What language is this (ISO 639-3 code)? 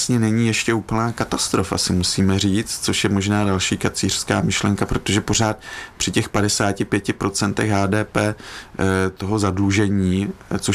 ces